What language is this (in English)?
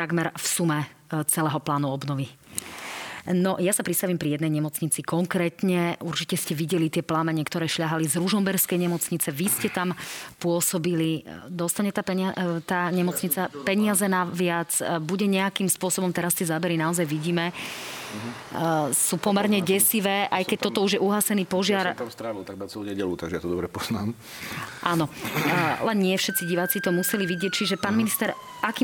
Slovak